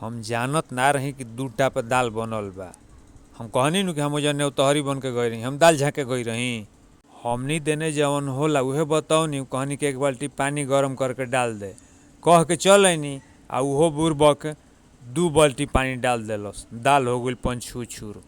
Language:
Bhojpuri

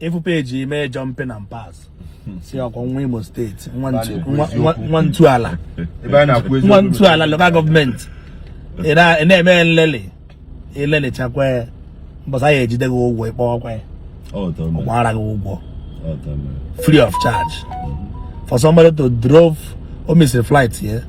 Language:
Igbo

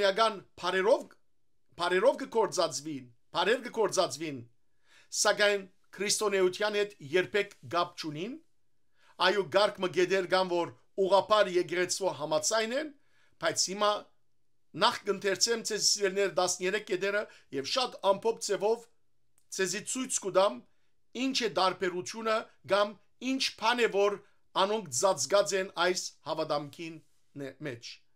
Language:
Western Armenian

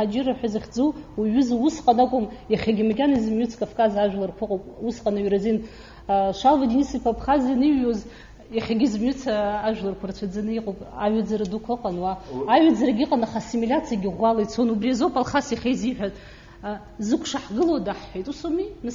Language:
Abkhazian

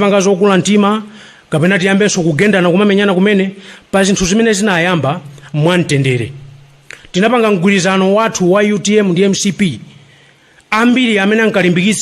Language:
Nyanja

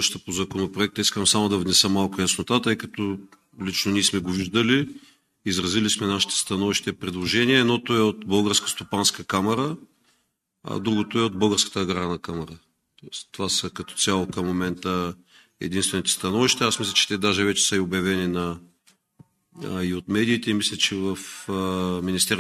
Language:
Bulgarian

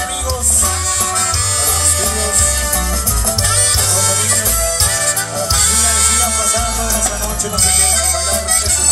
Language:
Spanish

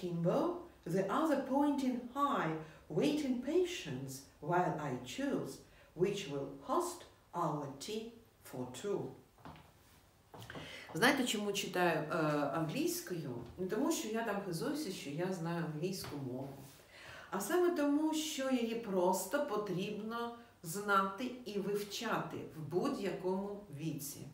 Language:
Ukrainian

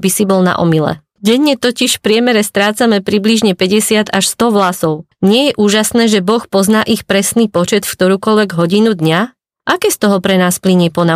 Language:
Slovak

